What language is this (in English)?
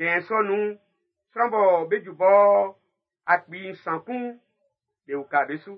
Baoulé